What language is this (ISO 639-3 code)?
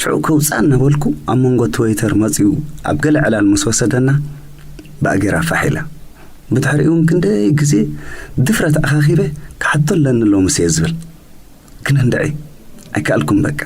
tir